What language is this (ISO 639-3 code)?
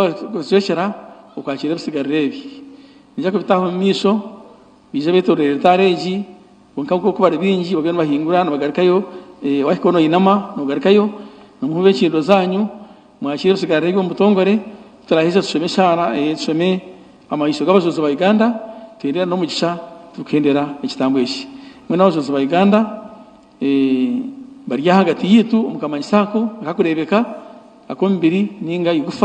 nyn